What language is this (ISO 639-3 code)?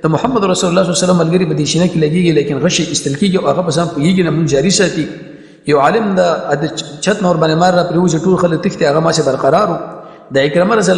pus